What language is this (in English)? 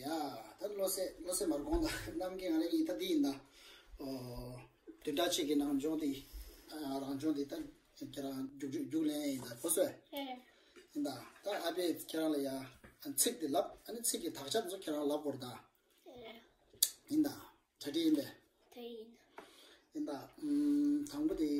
Tibetan